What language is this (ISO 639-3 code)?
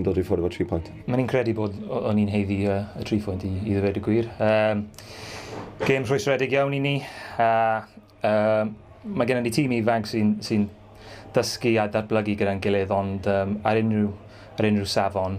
cym